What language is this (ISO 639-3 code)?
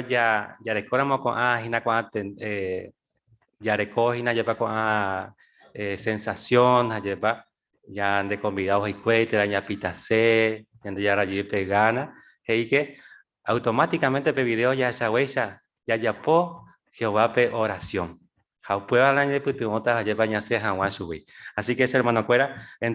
grn